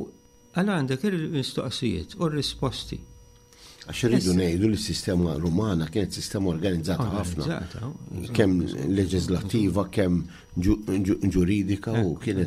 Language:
Maltese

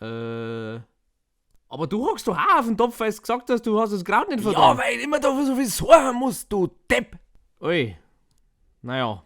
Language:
Bavarian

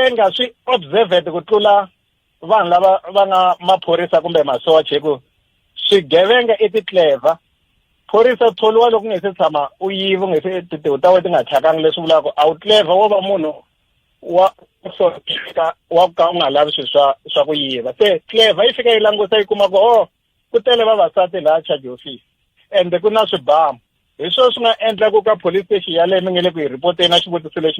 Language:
Tsonga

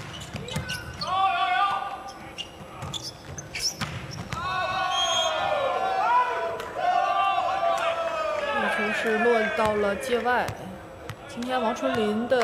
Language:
Chinese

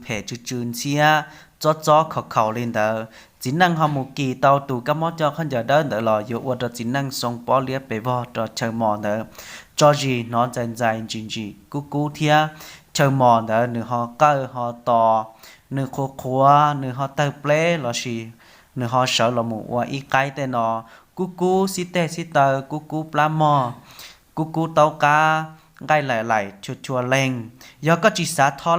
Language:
Hmong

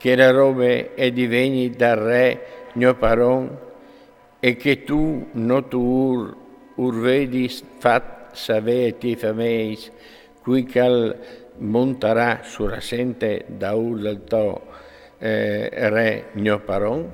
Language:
Friulian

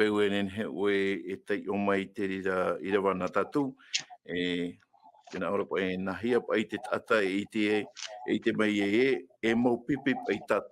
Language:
Tahitian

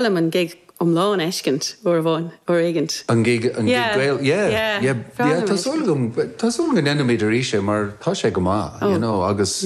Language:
Irish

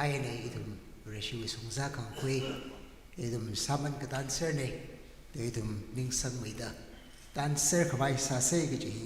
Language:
Tangkhul Naga (India)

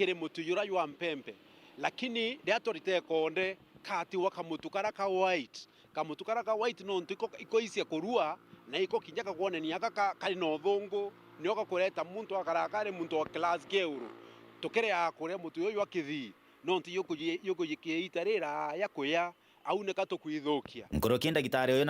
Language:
Meru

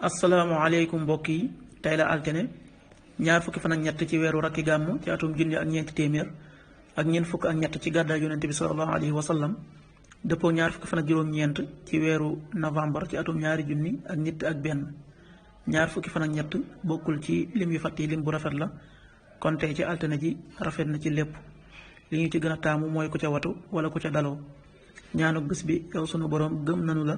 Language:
Wolof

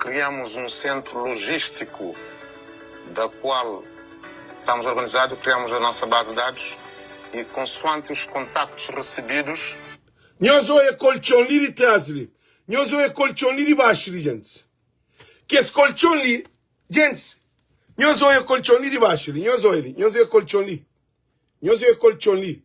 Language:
Kabuverdianu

